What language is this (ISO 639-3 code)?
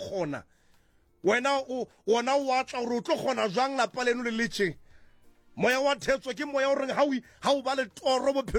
sot